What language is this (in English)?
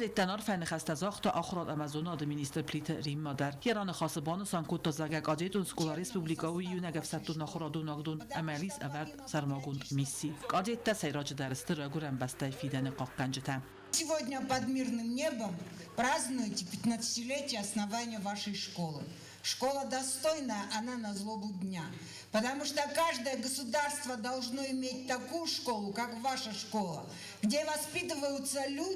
Ossetic